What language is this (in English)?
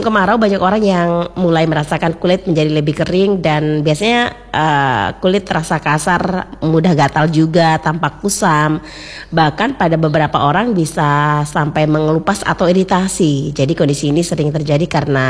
Indonesian